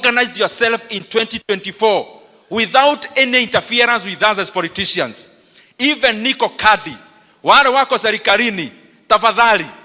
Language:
Kikuyu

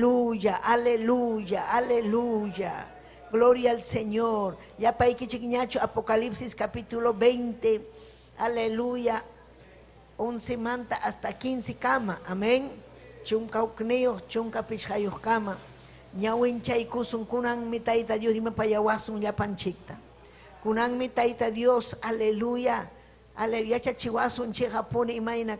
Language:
Ayacucho Quechua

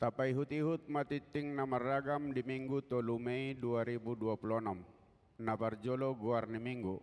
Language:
Batak Toba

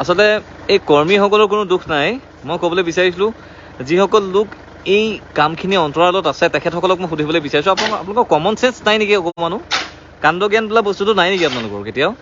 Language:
Assamese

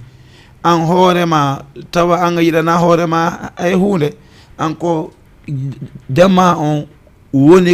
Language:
Fula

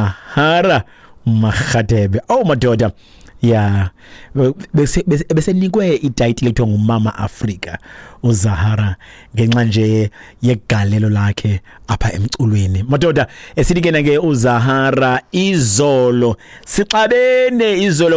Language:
Xhosa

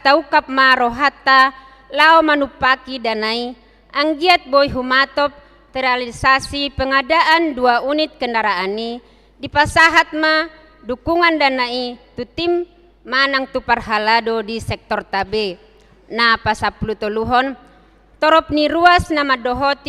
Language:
Batak Toba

